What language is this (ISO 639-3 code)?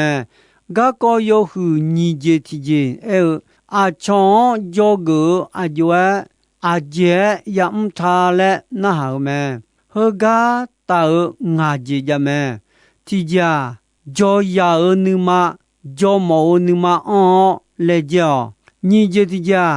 ahk